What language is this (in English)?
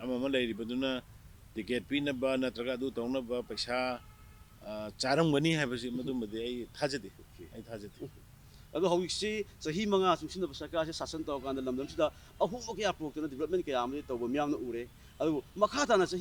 Manipuri